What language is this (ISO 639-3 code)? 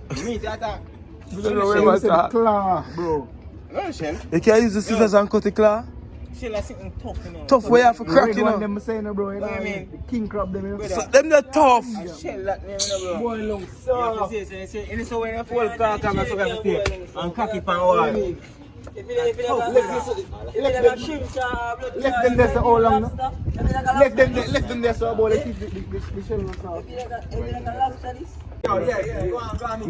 jam